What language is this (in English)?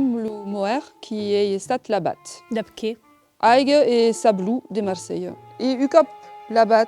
Occitan